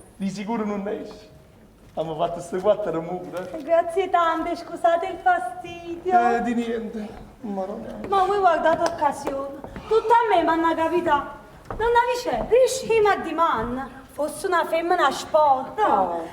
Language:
Neapolitan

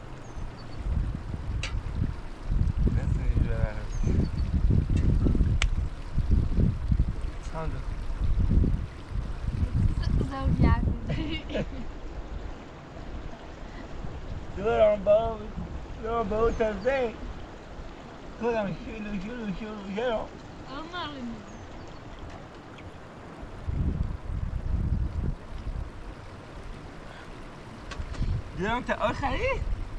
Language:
Persian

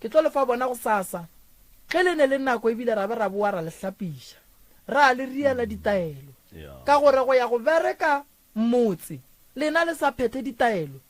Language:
Northern Sotho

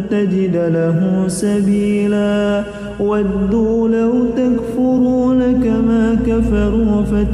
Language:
Arabic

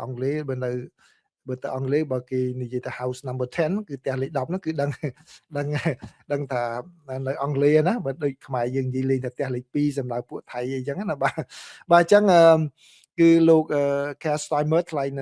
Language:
Khmer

